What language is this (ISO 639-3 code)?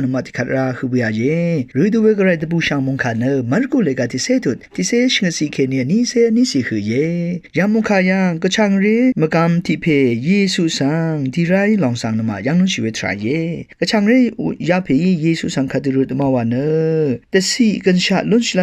raw